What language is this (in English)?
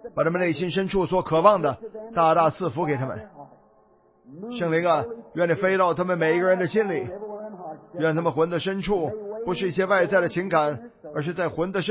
Chinese